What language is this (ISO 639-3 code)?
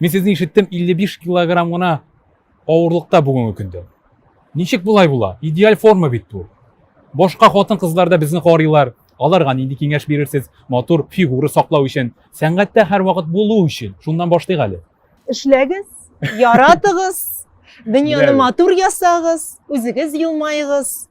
tat